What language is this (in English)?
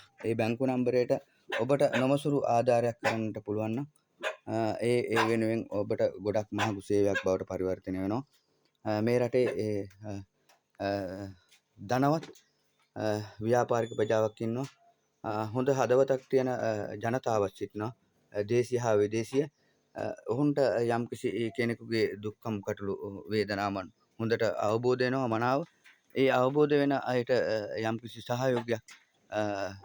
Sinhala